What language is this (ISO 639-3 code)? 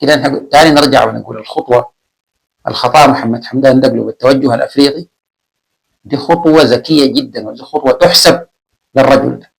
apd